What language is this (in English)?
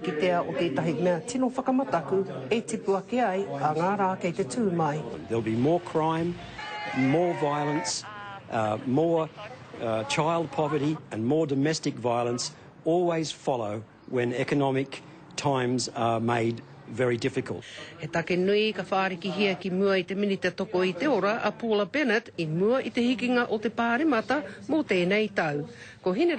Māori